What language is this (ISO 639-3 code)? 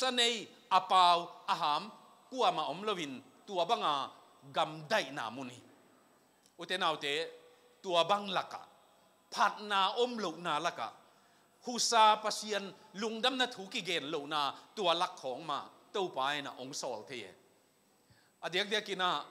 tha